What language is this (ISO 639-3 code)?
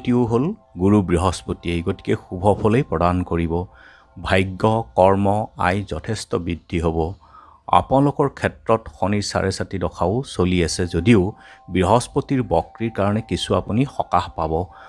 asm